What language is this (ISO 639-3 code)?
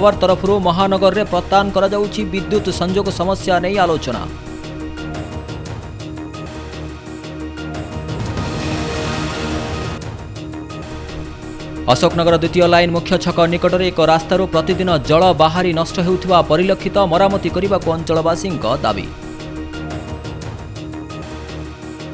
ori